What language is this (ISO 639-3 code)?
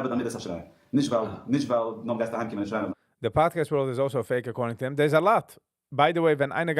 yid